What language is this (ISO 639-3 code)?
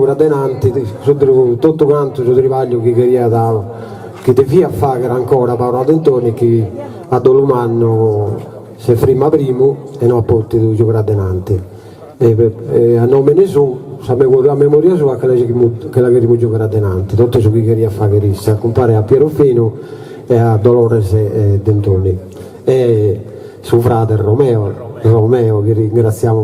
srd